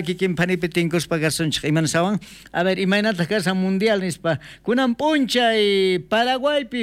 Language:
South Bolivian Quechua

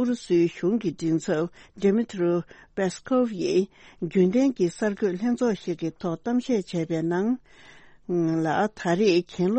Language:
Tibetan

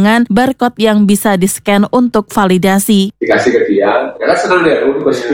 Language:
Indonesian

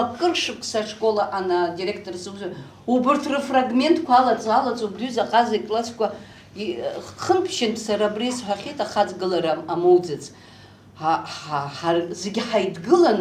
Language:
Abkhazian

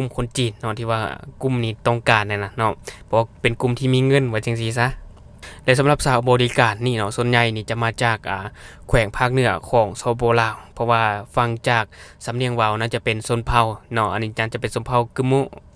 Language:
Lao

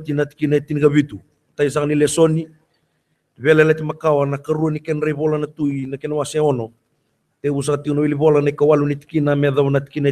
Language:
Fijian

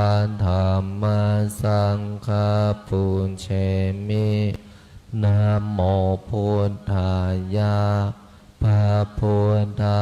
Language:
Pali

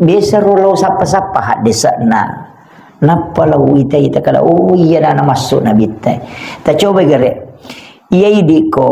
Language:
Buginese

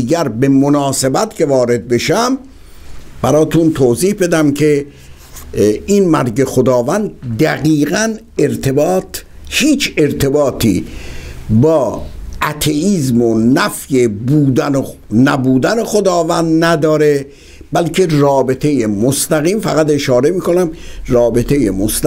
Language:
Persian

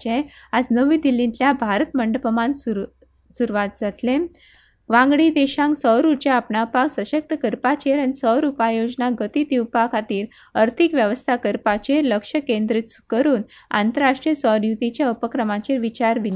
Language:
Konkani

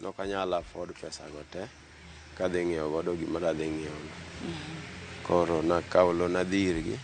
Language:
Luo (Kenya and Tanzania)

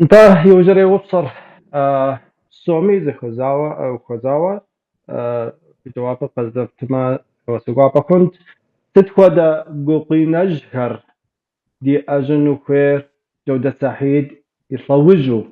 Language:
Kabardian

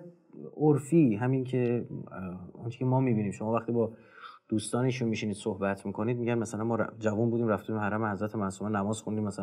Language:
Persian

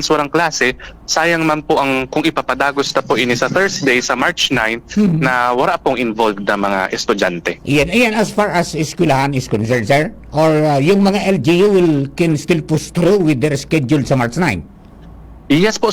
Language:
Bikol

